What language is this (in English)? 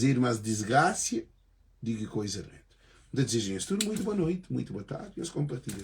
Kabuverdianu